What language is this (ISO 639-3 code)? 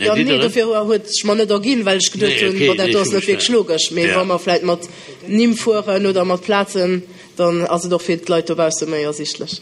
ltz